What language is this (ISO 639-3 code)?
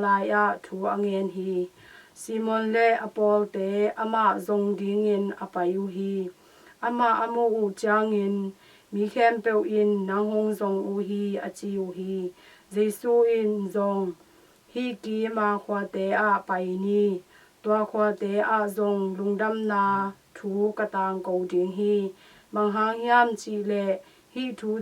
ctd